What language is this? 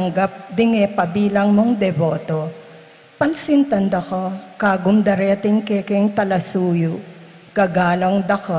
Pampanga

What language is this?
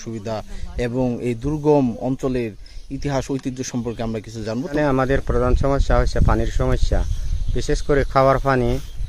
Bangla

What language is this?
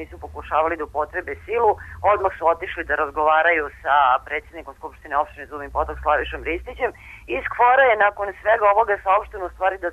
Serbian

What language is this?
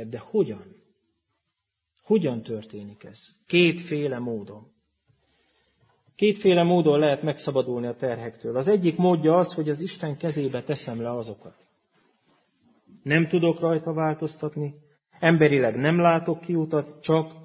Hungarian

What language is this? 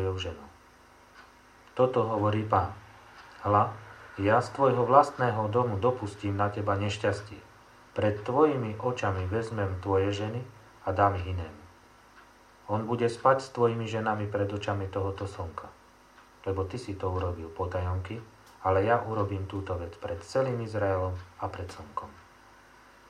Slovak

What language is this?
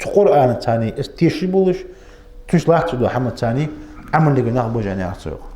Ingush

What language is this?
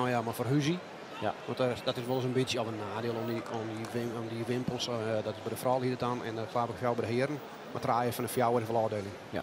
Western Frisian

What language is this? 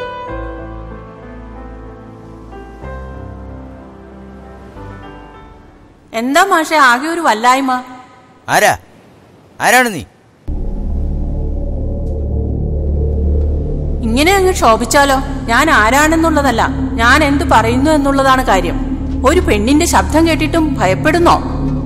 Malayalam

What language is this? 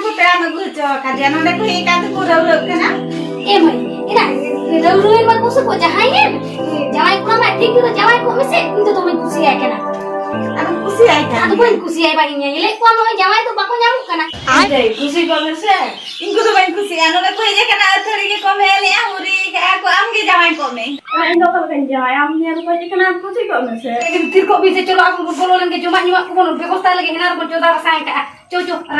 Santali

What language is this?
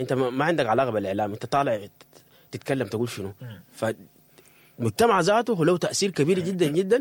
Sudanese Arabic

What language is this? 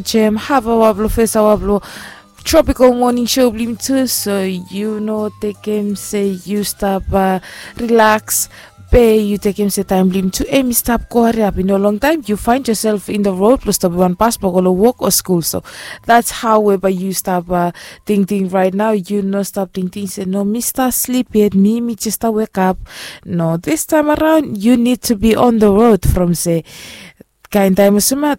Bislama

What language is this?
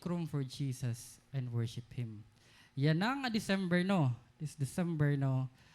Waray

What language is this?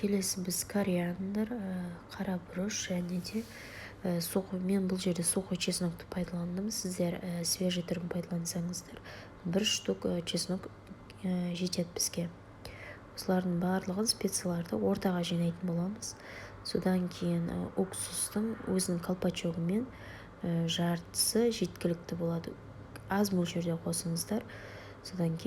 Kazakh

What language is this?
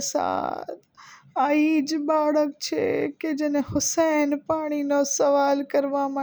Gujarati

